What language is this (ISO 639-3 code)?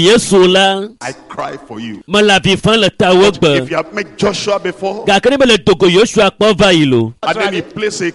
ewe